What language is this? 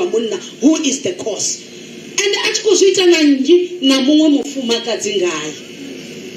Venda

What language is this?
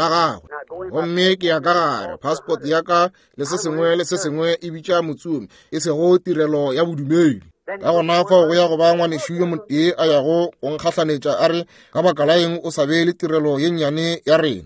Northern Sotho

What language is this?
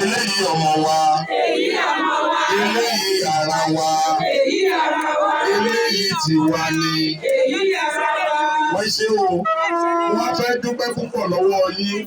Yoruba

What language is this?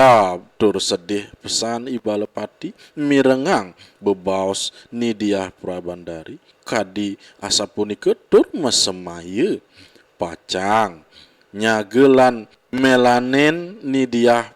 Balinese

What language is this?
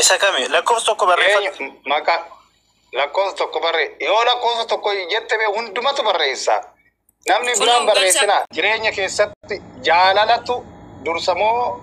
Oromo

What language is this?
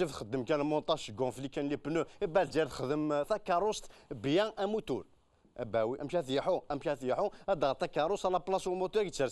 Kabyle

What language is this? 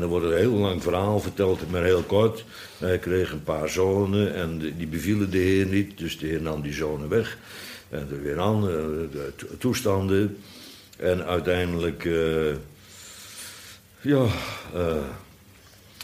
Dutch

